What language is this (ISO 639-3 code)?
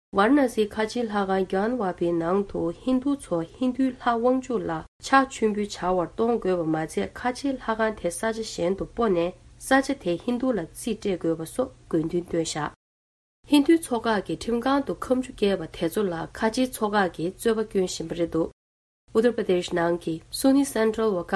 bod